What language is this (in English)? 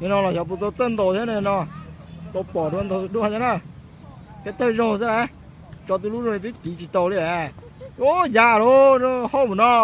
Hmong